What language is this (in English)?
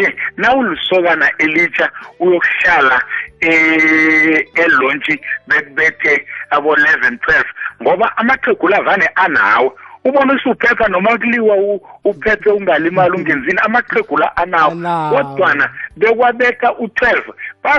South Ndebele